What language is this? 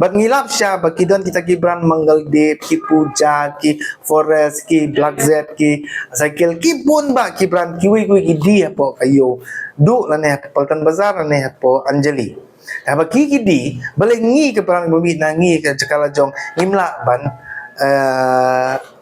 Khasi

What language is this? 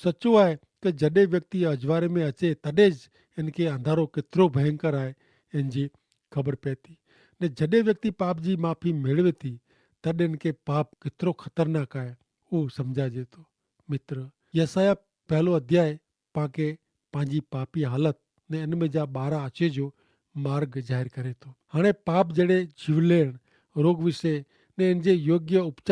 Kachhi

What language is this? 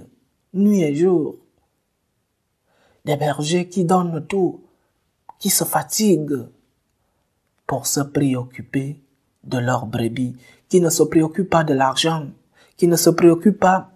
French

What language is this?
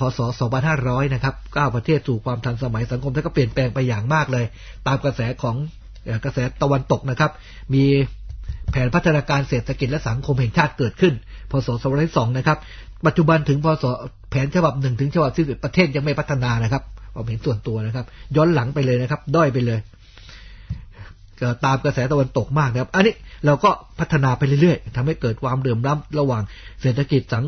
Thai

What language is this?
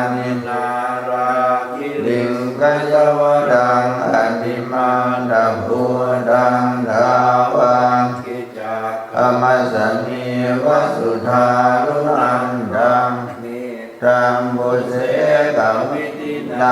Pali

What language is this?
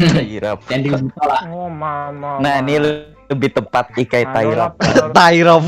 Banjar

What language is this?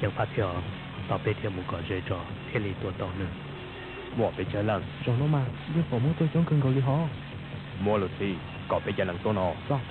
Hmong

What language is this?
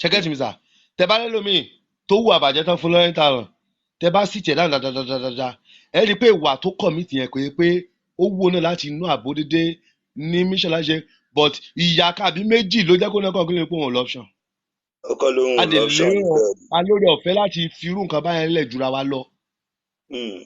Yoruba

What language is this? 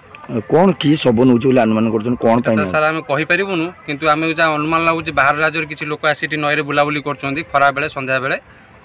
Odia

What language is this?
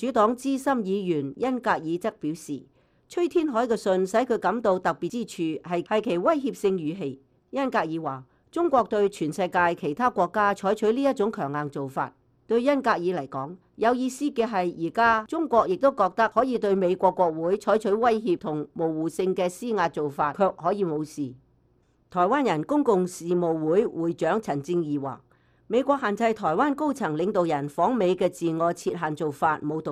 Cantonese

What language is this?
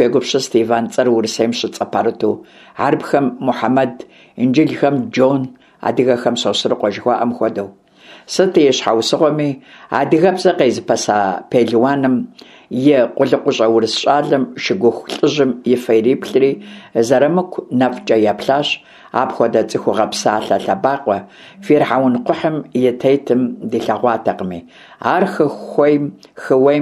Kabardian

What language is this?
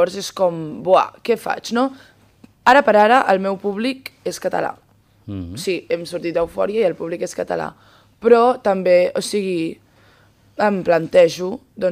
Catalan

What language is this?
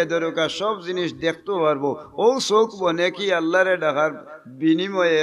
Sylheti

